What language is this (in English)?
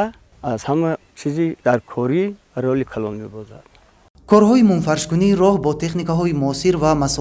Tajik